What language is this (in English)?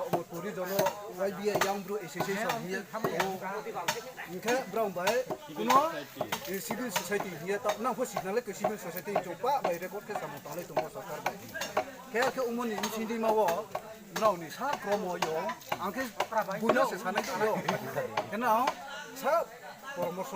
Riang (India)